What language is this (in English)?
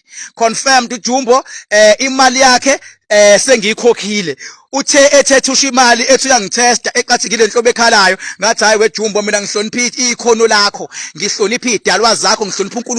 Zulu